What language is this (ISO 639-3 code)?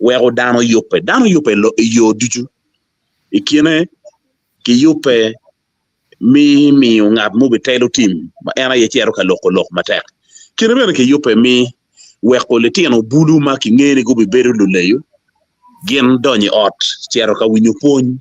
ach